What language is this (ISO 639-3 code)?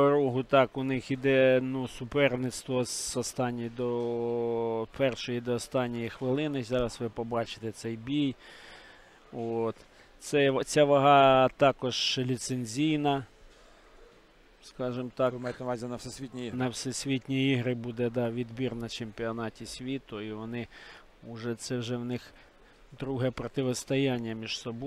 ukr